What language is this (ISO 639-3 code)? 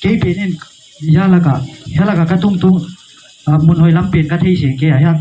ctd